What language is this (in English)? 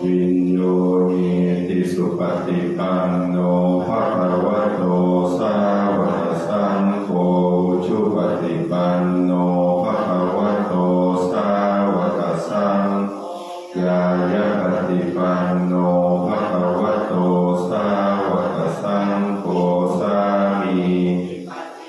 Pali